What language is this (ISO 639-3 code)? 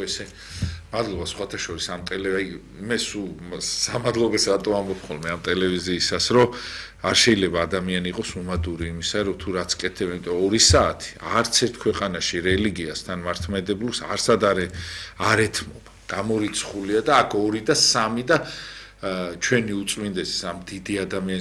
kat